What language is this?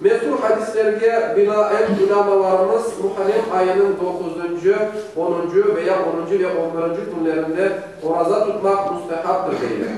Crimean Tatar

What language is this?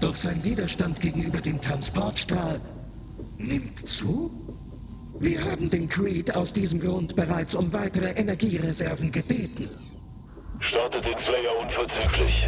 Bavarian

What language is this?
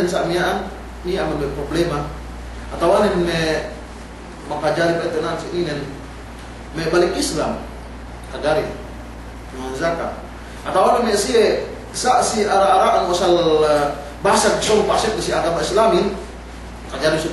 Yakan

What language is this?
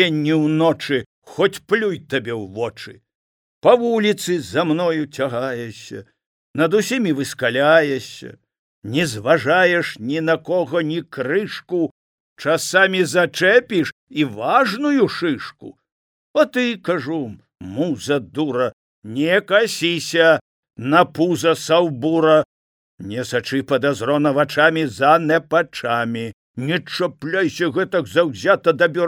Belarusian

